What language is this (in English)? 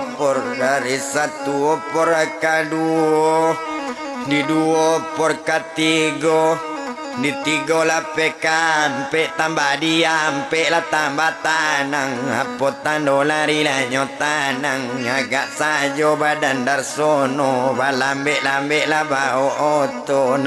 Minangkabau